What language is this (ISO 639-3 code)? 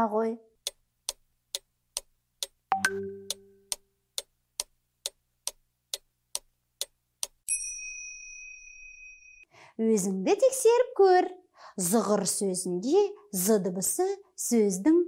kaz